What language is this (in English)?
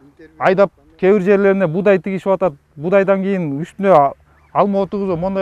Kyrgyz